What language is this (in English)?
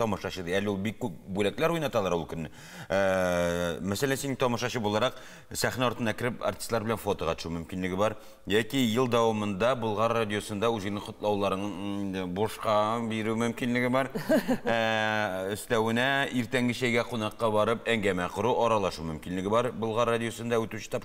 Tatar